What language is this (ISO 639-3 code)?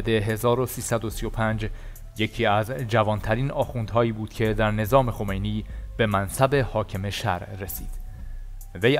fas